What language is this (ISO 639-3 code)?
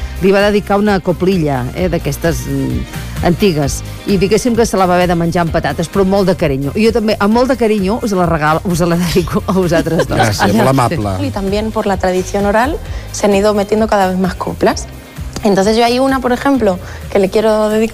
cat